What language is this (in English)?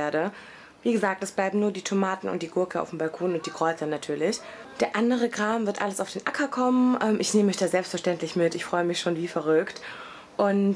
German